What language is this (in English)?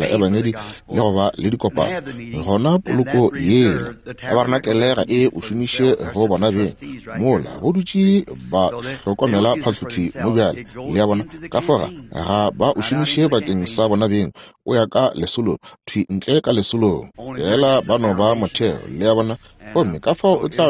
Northern Sotho